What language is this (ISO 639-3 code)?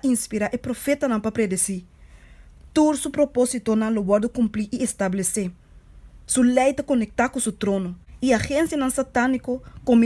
pap